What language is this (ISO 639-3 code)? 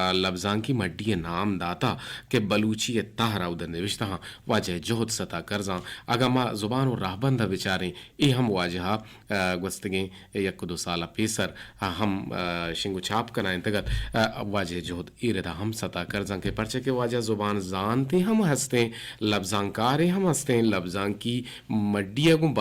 bgp